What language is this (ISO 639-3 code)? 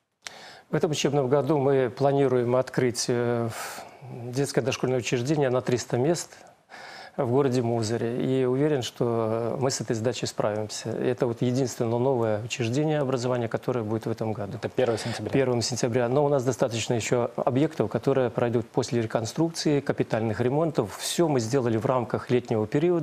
rus